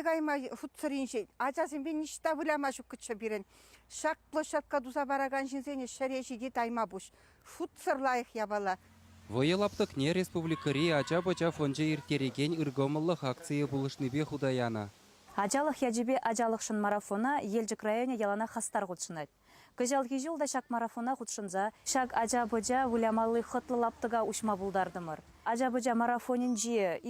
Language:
Chuvash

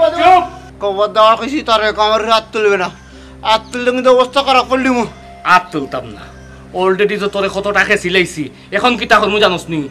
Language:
Sylheti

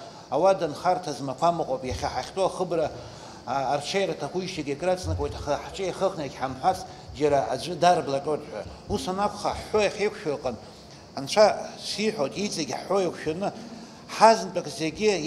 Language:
Abkhazian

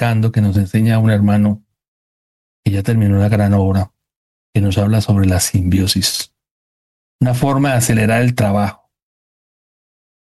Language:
Spanish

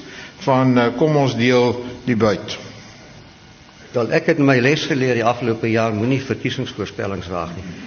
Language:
Afrikaans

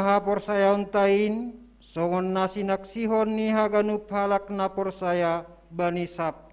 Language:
Batak Simalungun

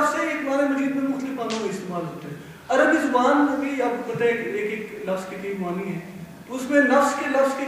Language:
Urdu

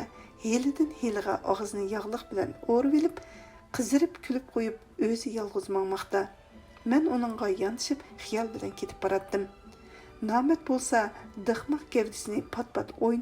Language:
Uyghur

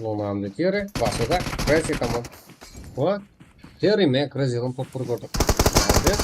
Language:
Kara-Kalpak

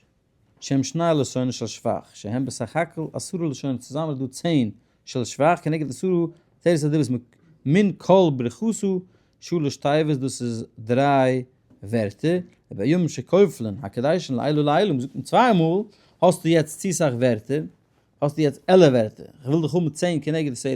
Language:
Yiddish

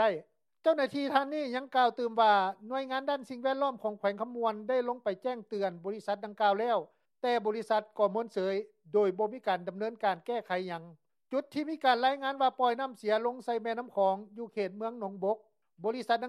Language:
Lao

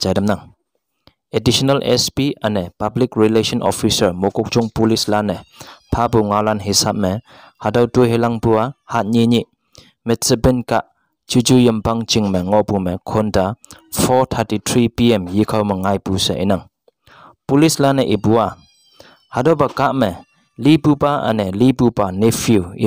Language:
Konyak Naga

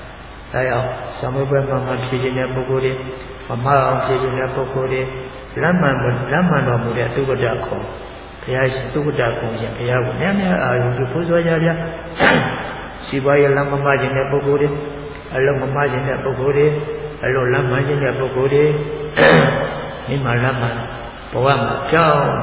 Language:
Burmese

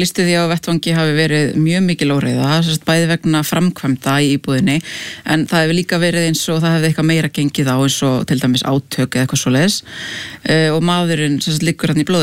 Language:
Icelandic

